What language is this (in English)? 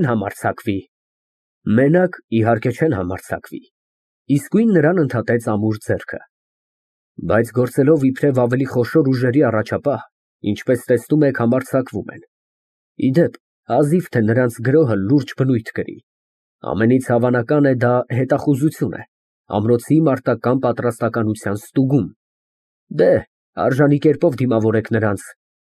Armenian